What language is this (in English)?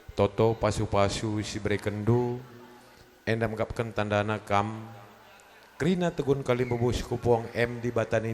Batak Karo